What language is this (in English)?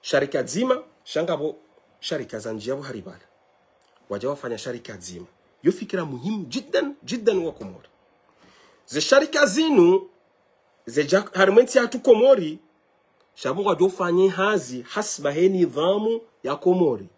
Ngazidja Comorian